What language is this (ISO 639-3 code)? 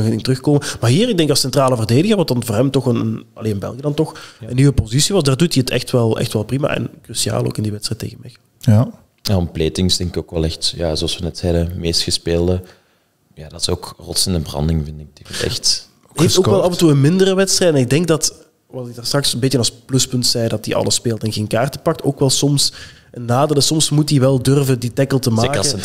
nld